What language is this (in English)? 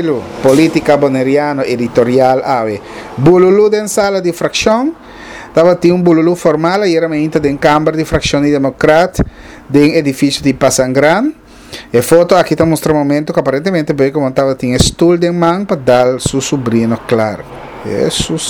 Papiamento